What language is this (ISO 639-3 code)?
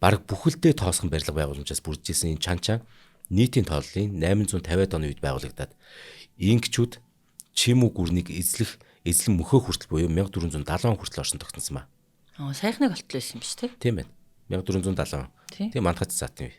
mon